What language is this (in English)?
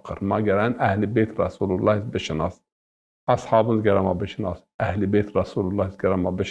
Zaza